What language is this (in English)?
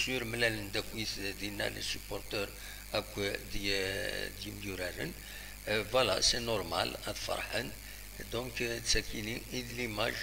Kabyle